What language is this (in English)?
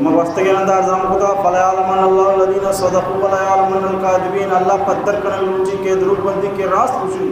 Baluchi